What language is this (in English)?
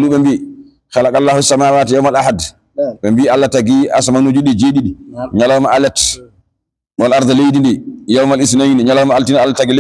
Fula